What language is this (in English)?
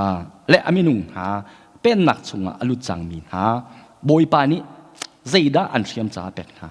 Hakha Chin